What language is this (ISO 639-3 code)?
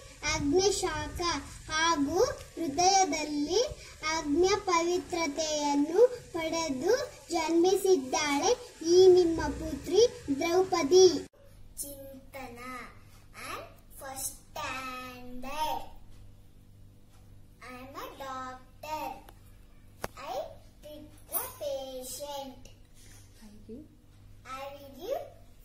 kan